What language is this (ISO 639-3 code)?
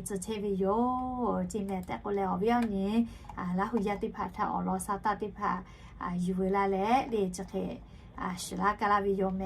lhu